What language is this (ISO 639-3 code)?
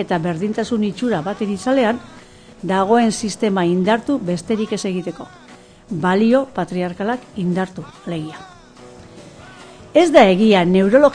eus